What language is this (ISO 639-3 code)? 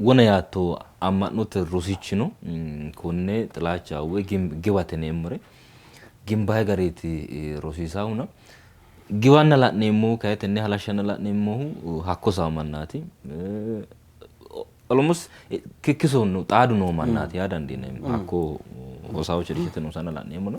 sid